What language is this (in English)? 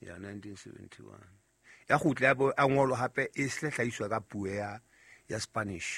Southern Sotho